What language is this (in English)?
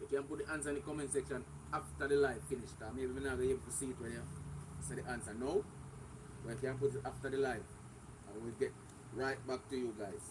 Jamaican Creole English